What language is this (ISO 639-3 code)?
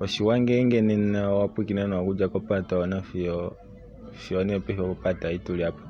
kua